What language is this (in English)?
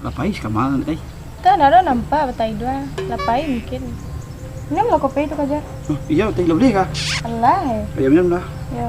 Minangkabau